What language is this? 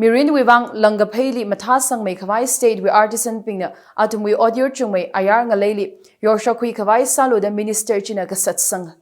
Tangkhul Naga (India)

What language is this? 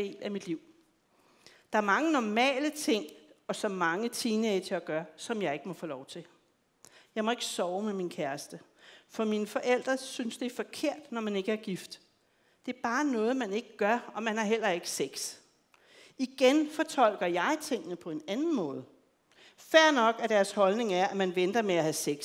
Danish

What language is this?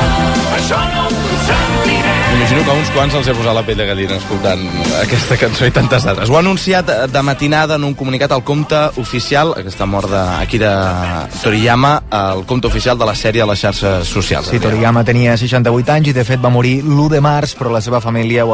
Catalan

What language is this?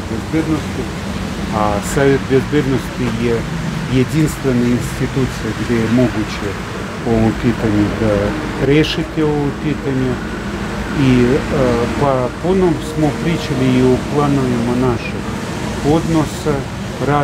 Serbian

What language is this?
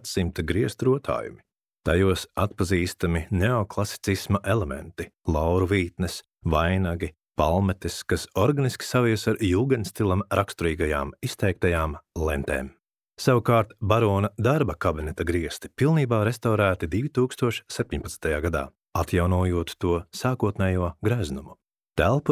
Latvian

